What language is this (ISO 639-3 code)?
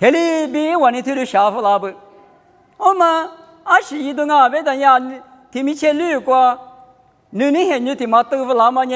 lis